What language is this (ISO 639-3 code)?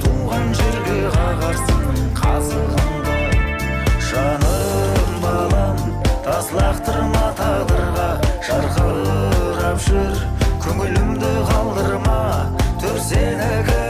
kaa